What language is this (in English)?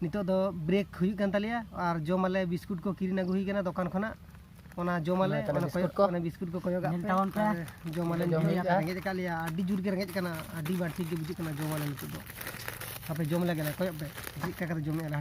Santali